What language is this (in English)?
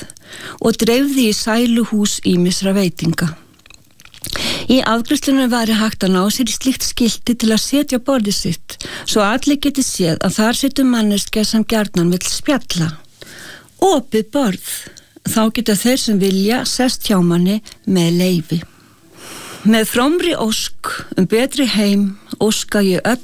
Icelandic